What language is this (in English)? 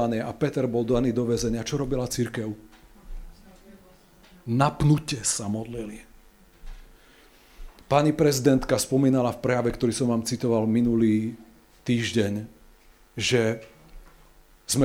Slovak